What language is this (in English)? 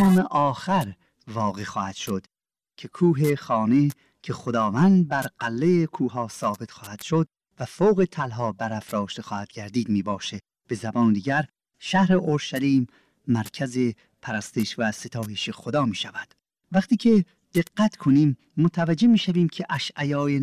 Persian